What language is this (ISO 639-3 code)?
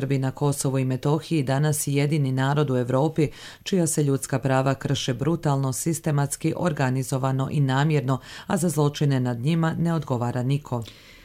bos